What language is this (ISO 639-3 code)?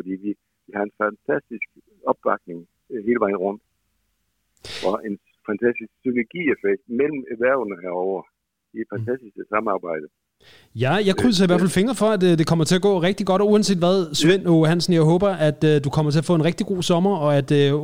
dan